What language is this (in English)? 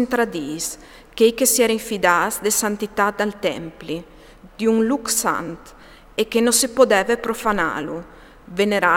Friulian